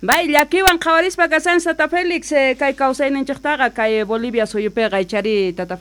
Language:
South Bolivian Quechua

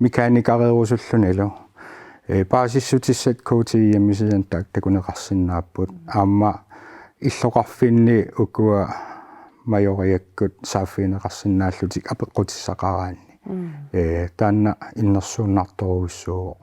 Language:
Kalaallisut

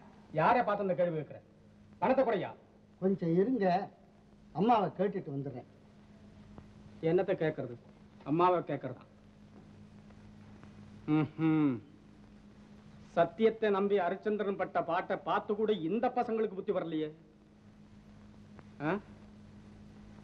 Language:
Tamil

